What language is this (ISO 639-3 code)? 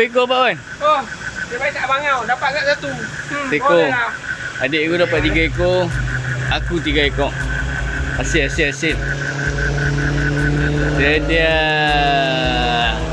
msa